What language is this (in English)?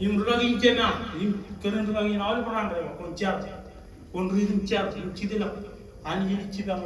Marshallese